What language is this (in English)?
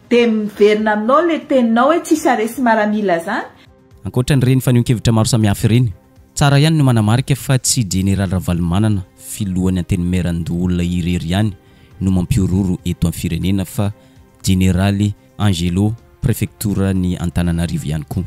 Malagasy